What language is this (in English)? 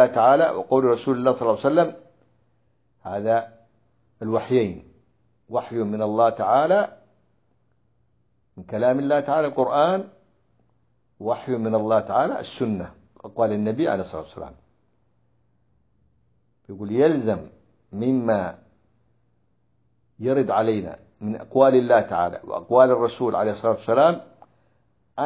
Arabic